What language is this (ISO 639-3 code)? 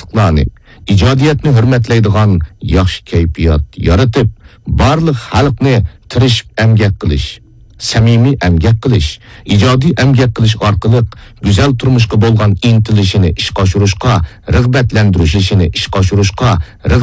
uig